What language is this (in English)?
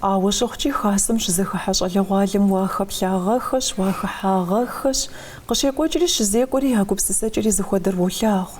Kabardian